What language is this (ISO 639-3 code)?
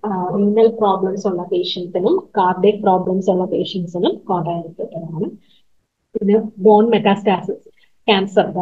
mal